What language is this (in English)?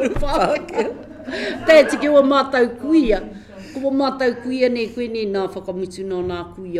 Māori